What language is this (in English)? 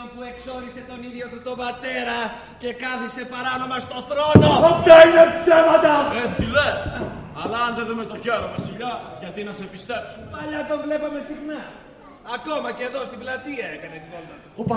Greek